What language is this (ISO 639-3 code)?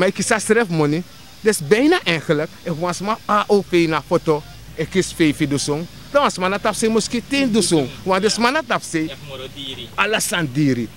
srn